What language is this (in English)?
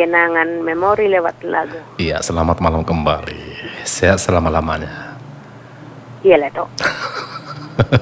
Indonesian